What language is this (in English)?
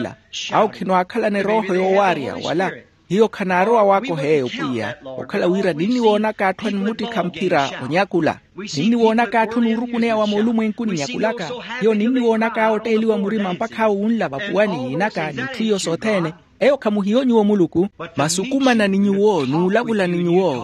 Makhuwa